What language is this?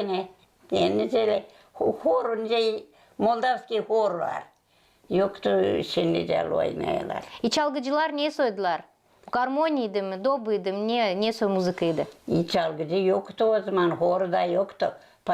Gagauz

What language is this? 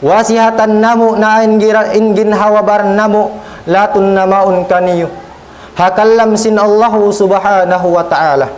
Tausug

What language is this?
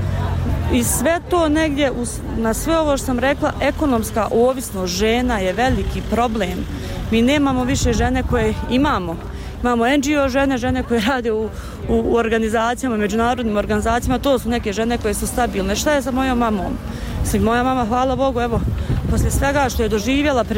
Bosnian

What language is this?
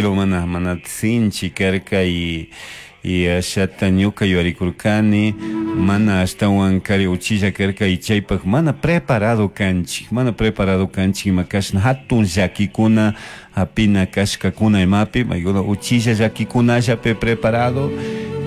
Chimborazo Highland Quichua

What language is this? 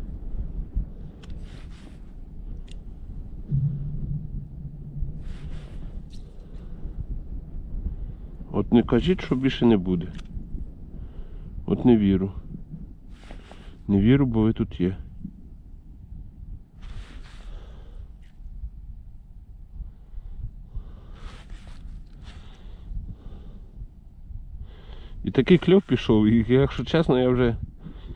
Ukrainian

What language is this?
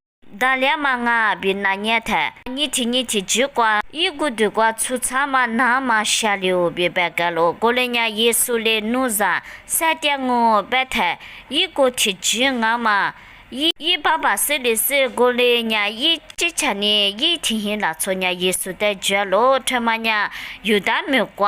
Lisu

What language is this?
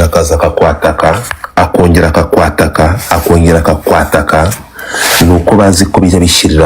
Kinyarwanda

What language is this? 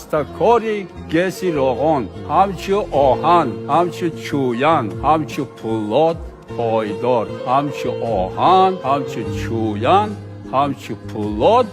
Tajik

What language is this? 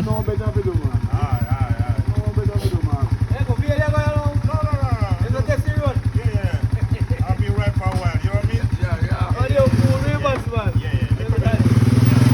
Jamaican Creole English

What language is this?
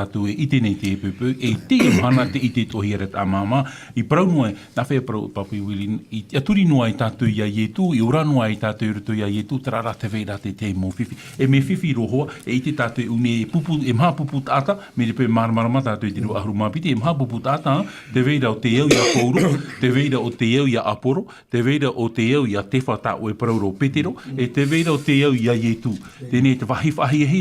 Tahitian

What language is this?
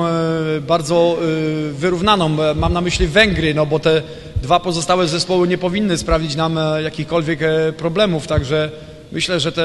Polish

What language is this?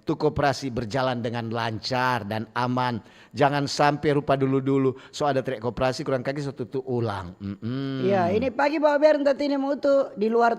Manado Malay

